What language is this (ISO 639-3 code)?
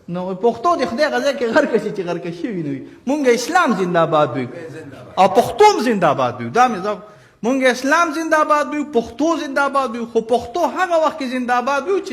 pus